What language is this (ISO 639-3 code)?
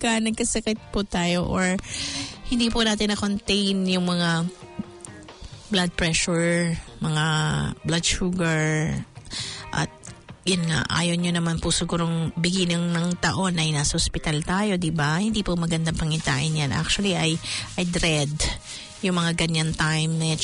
fil